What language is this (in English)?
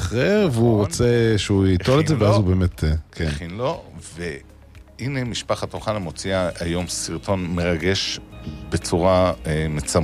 Hebrew